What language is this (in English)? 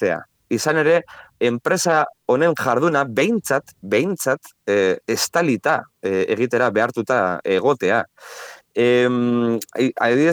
Basque